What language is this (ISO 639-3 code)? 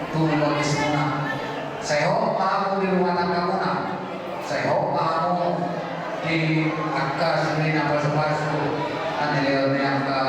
bbc